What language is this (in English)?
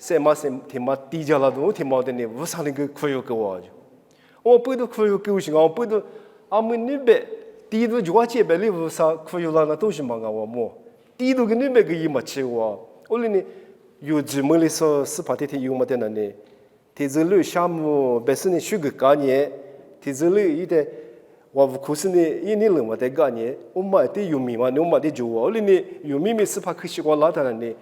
Lisu